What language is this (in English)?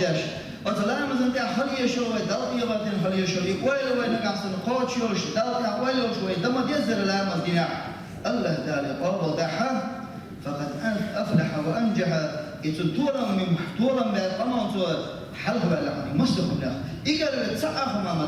Chechen